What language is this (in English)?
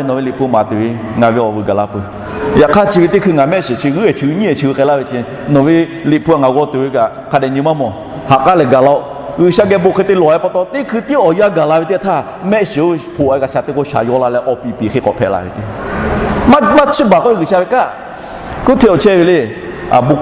Lahu